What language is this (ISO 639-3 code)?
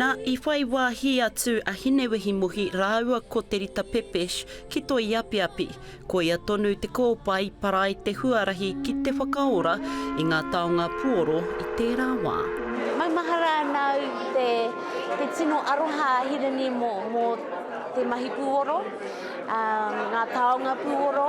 mri